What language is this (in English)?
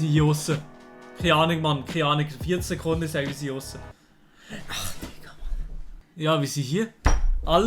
Swiss German